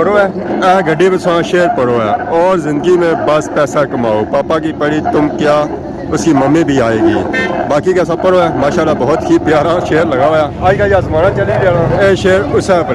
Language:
Pahari-Potwari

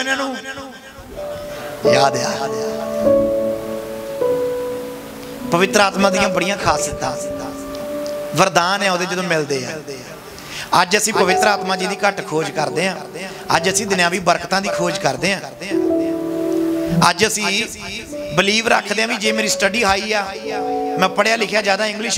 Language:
Punjabi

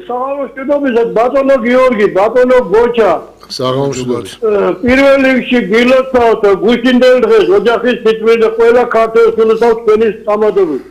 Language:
Georgian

